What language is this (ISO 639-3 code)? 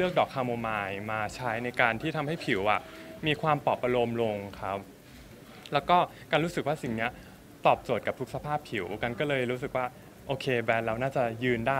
tha